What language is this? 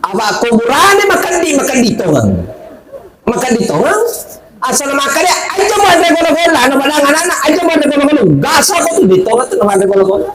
Buginese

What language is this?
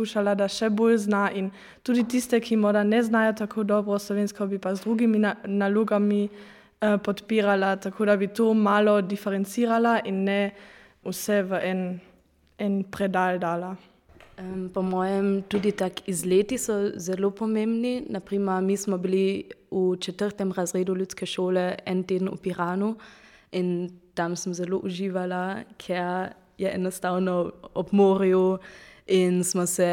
Slovenian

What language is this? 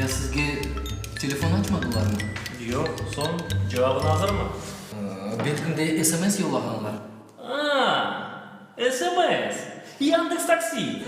Crimean Tatar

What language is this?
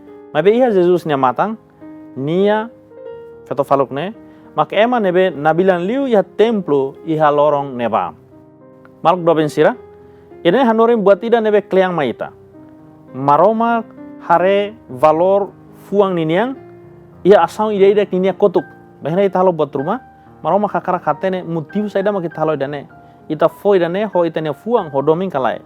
Tetum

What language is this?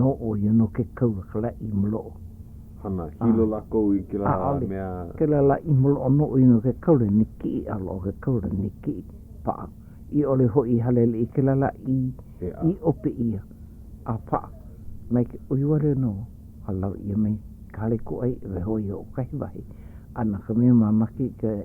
Hawaiian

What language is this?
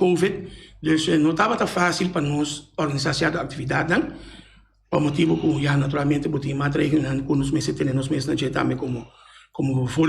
Papiamento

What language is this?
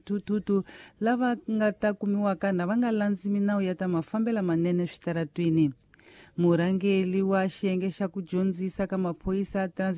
Tsonga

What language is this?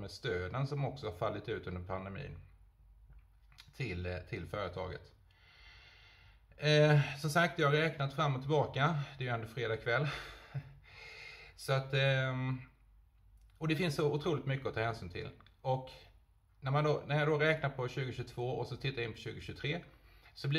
Swedish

